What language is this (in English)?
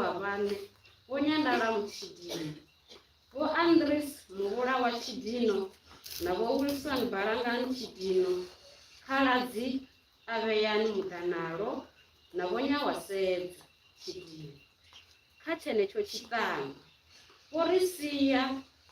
Venda